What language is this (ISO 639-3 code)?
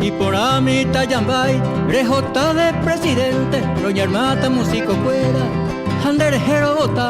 grn